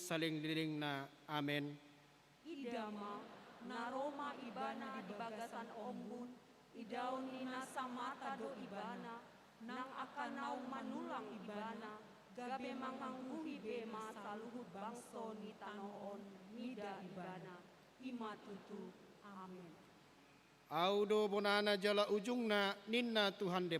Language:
Batak Toba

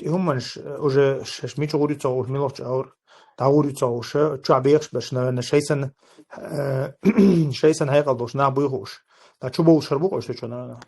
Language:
Chechen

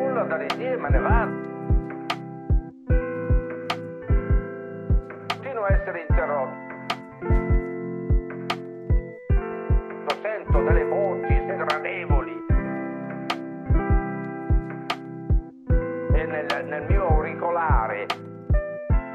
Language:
Italian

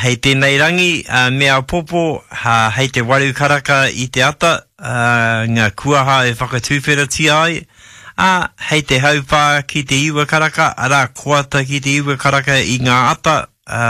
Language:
Māori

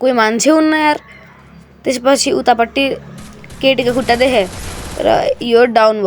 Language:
Nepali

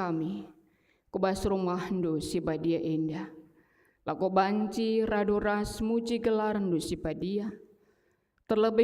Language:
Batak Karo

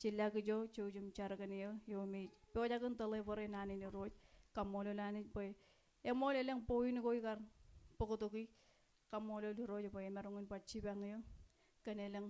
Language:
Marshallese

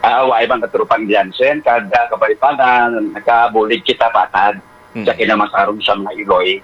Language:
Hiligaynon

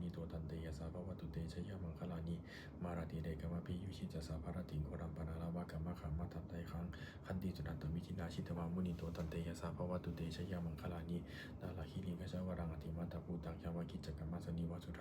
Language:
Pali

